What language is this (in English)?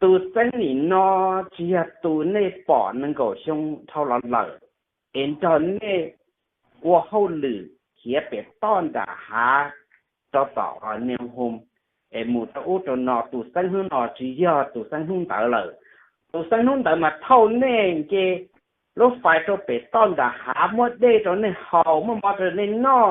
Hmong